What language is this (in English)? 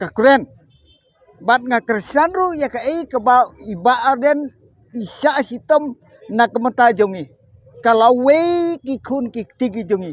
Khasi